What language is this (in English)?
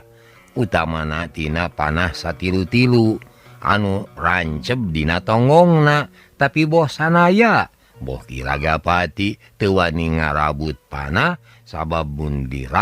Sundanese